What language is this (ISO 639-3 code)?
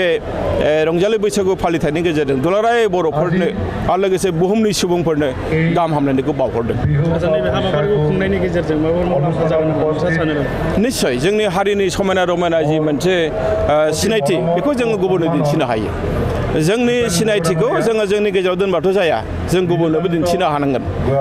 brx